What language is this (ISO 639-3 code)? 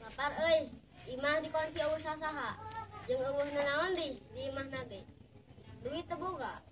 sun